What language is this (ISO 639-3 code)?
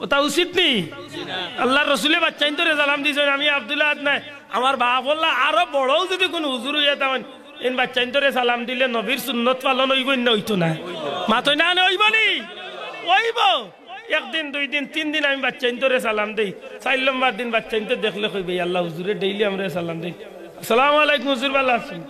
syl